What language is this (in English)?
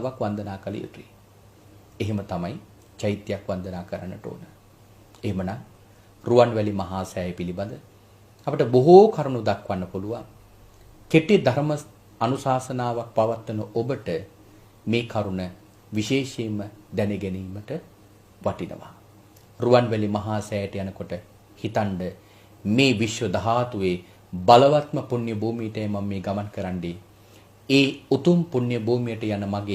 Sinhala